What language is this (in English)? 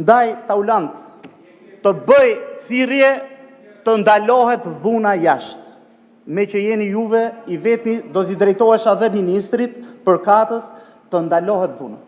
Albanian